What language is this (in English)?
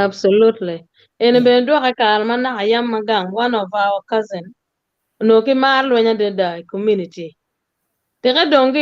Acoli